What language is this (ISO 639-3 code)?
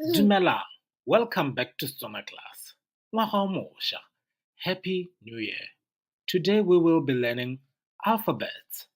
tsn